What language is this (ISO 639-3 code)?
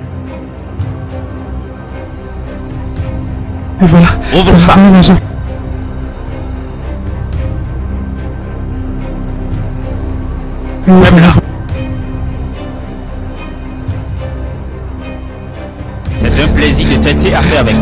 fra